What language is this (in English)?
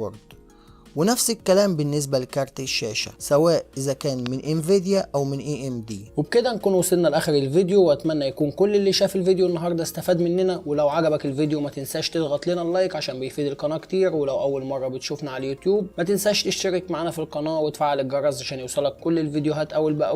Egyptian Arabic